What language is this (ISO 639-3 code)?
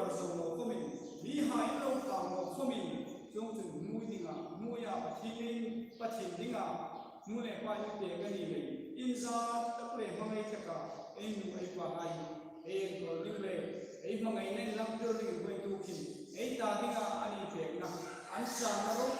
hmr